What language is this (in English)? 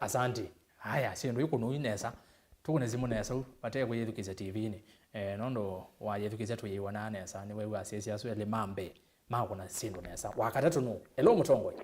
Kamba